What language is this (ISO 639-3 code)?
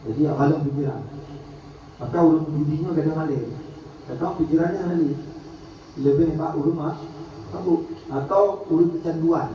ace